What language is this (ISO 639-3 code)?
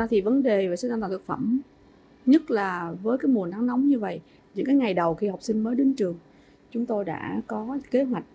vie